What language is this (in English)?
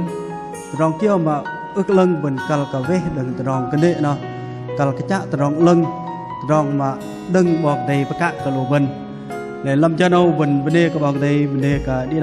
Bahnar